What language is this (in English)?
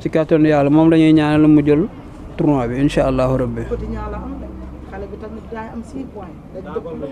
Wolof